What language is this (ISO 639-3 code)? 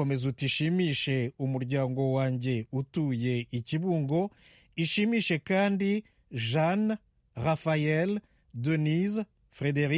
kin